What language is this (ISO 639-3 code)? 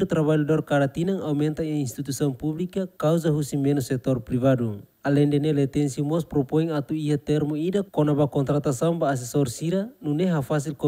tet